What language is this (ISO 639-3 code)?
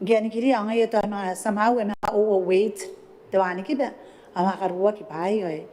gil